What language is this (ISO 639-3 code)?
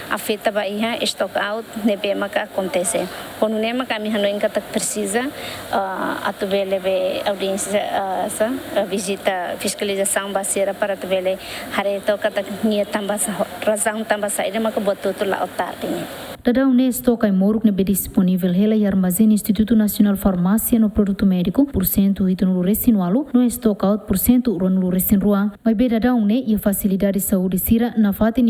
tet